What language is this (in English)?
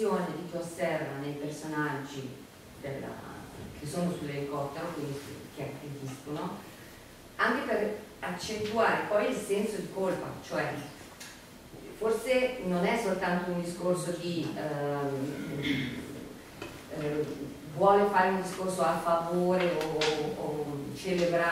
Italian